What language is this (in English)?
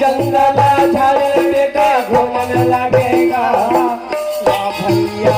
Chhattisgarhi